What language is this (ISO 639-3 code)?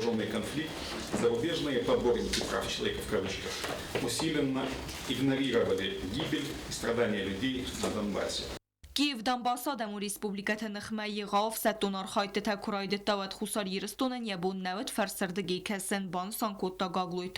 oss